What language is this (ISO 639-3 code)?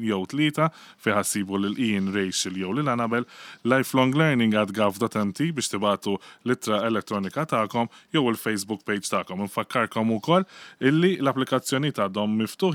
mlt